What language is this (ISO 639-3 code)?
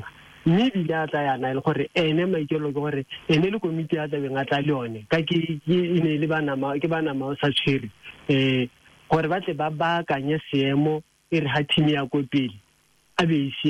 tsn